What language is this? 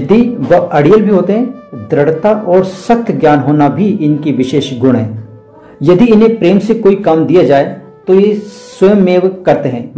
Hindi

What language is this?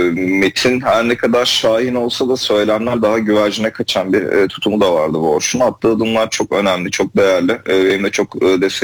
Turkish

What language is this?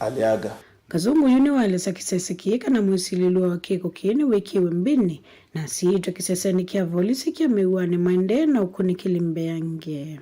Kamba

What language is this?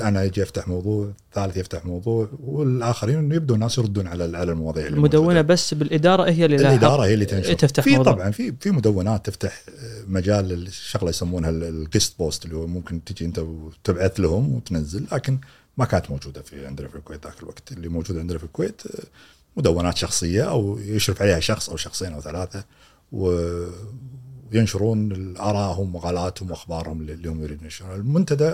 Gulf Arabic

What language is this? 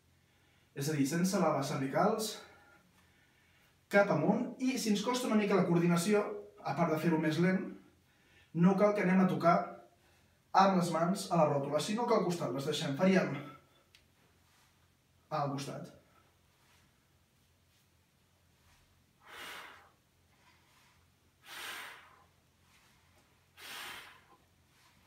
Catalan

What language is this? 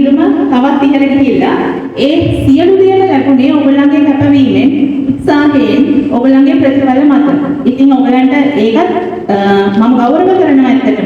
Sinhala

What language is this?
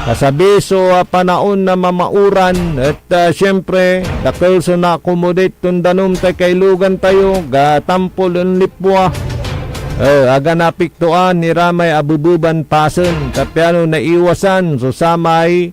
Pangasinan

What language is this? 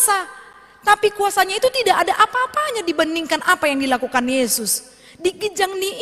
Batak Toba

